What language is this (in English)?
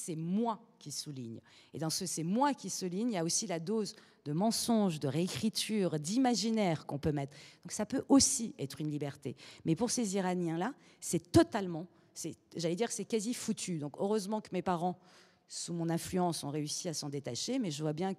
French